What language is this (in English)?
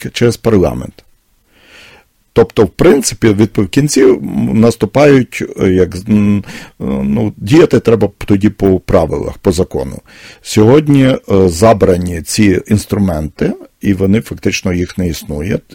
Ukrainian